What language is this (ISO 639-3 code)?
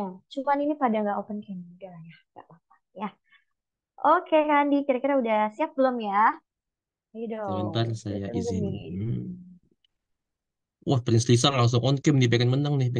ind